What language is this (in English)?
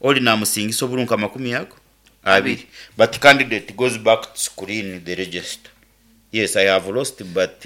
Nyankole